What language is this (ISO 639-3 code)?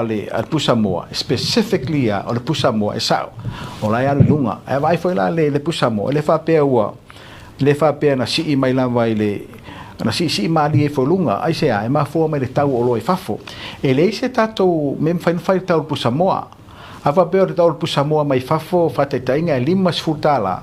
smo